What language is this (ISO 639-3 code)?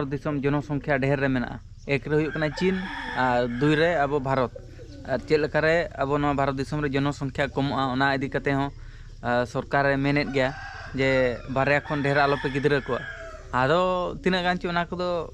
sat